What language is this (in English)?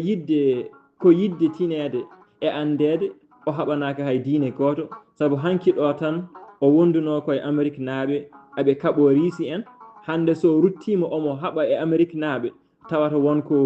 Fula